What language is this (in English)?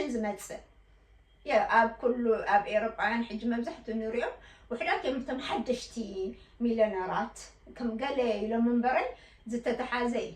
Tigrinya